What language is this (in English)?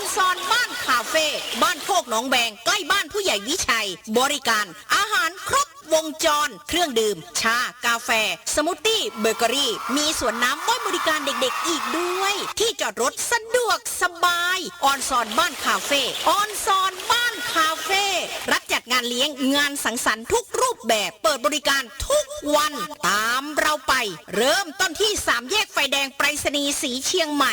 Northeastern Thai